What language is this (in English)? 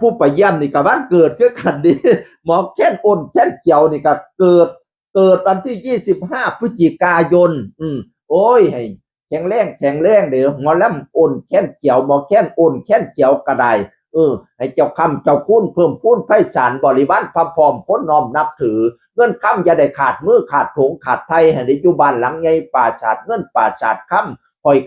Northeastern Thai